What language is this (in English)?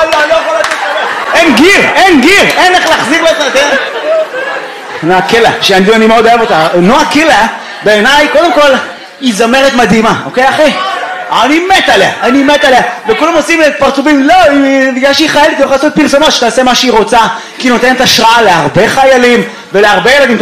Hebrew